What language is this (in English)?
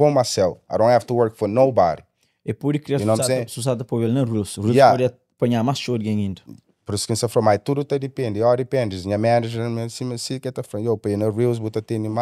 Kabuverdianu